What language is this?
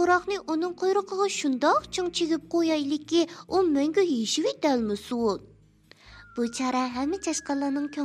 Uyghur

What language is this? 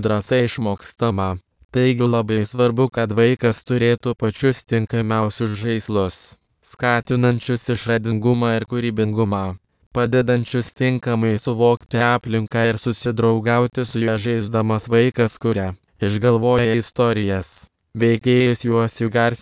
Lithuanian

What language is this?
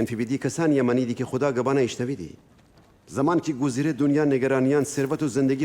Gilaki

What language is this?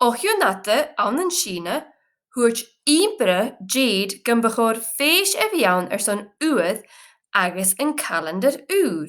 Scottish Gaelic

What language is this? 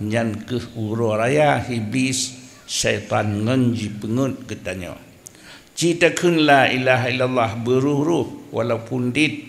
Achinese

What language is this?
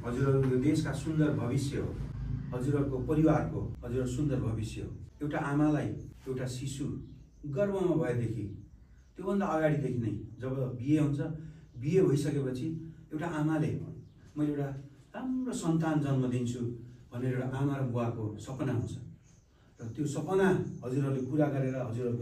Nepali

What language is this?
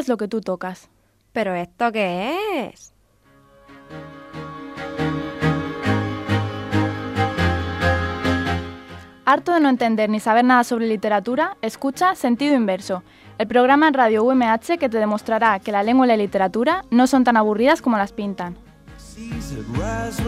Spanish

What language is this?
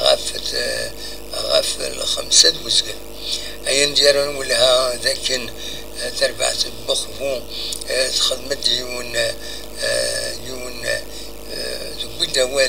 Kabyle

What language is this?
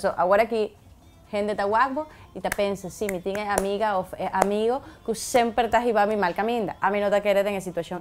Papiamento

